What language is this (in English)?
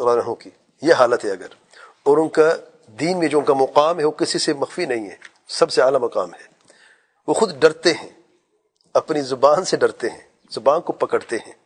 Urdu